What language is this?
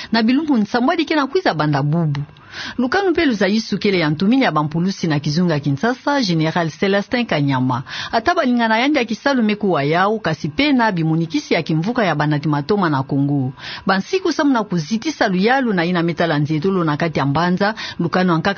Kituba (Democratic Republic of Congo)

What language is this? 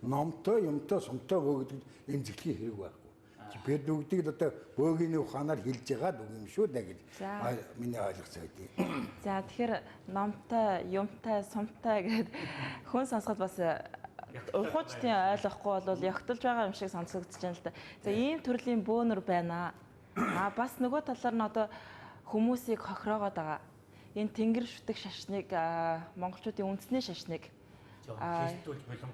Mongolian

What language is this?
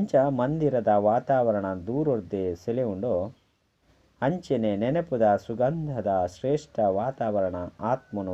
Tulu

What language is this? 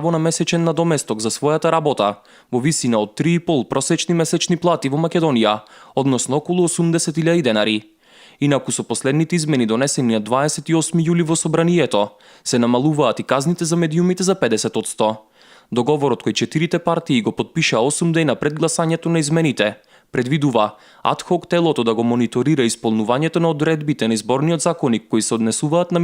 Macedonian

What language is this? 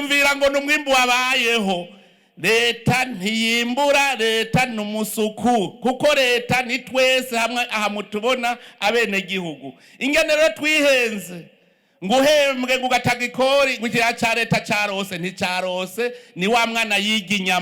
Rundi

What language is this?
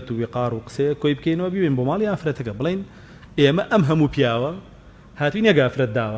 Central Kurdish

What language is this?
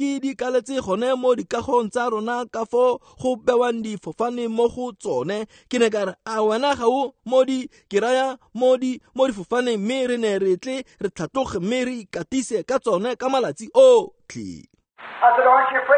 Tswana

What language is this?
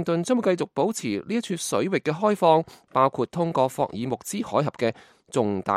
Cantonese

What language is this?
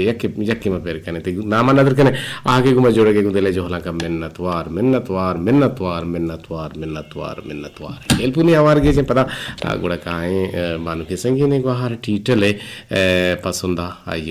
Eastern Balochi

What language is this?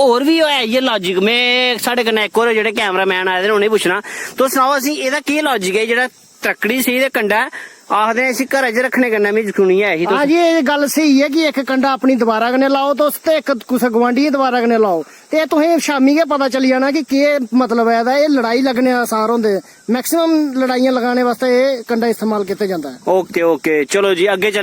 Dogri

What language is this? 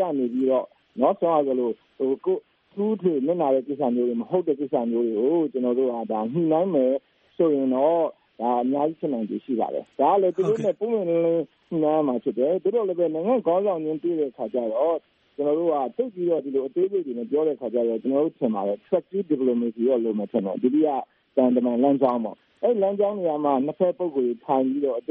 Burmese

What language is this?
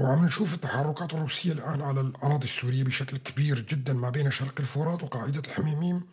North Levantine Arabic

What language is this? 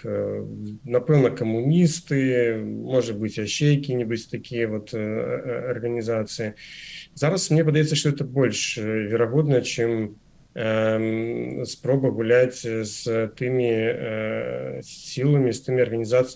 Belarusian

